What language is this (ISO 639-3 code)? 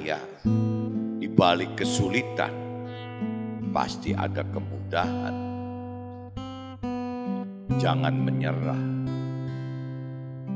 ind